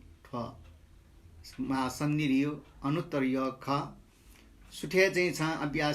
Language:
Newari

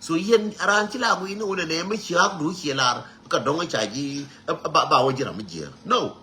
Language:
Nuer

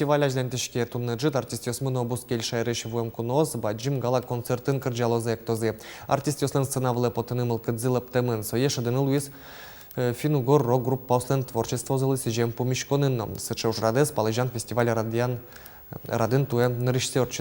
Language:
Udmurt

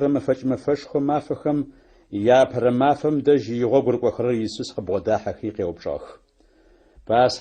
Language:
Adyghe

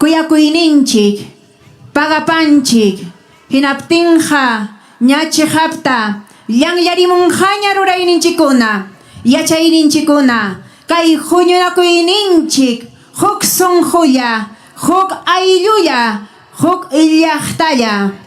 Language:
Ayacucho Quechua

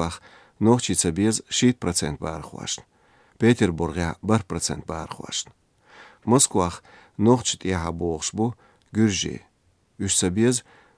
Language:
Chechen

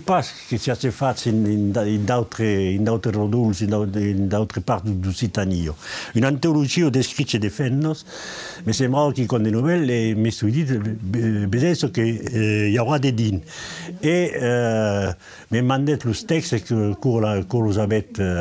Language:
Occitan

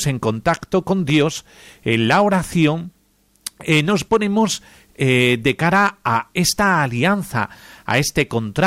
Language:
Spanish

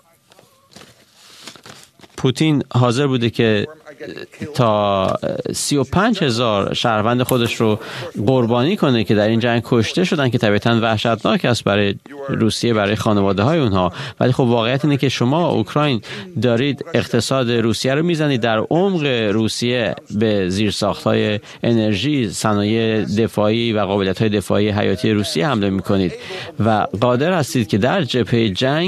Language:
Persian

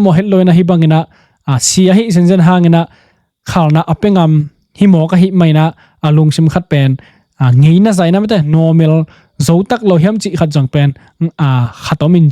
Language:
Tedim Chin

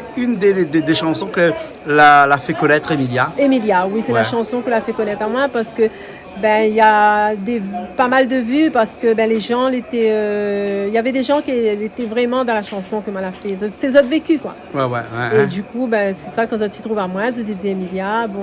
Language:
Réunion Creole French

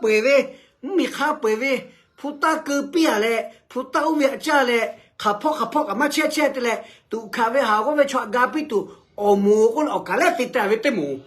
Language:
Lahu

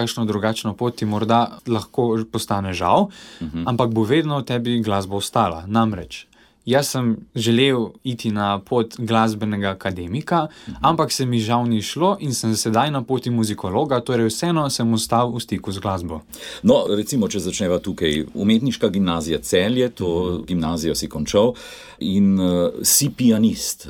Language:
Slovenian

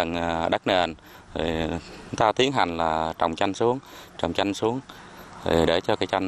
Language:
Vietnamese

